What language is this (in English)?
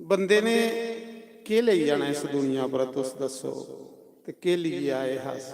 Dogri